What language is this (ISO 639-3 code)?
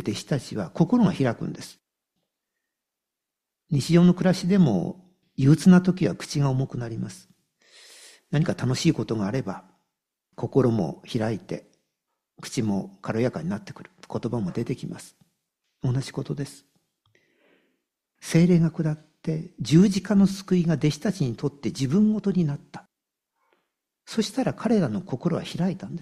jpn